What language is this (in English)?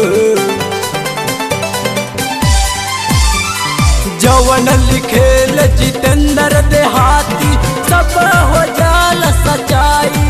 Bhojpuri